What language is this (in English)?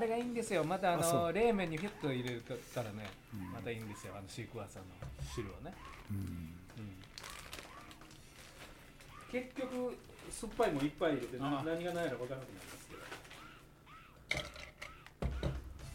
Japanese